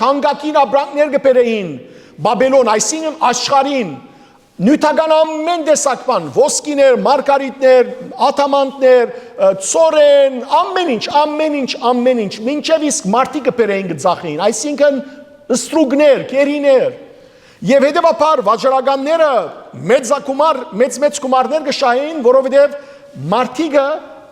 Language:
Western Armenian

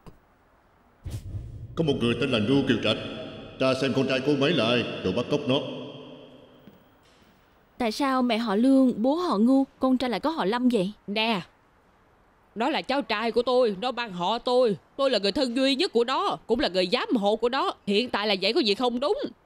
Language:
Vietnamese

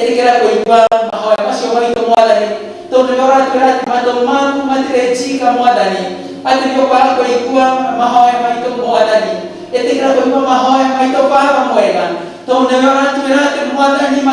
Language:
Kikuyu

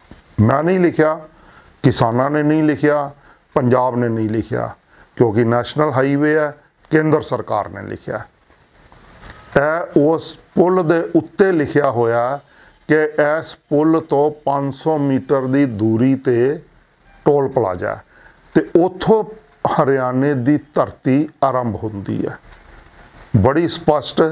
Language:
Punjabi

